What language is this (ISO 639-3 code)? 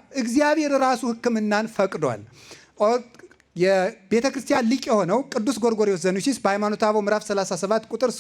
amh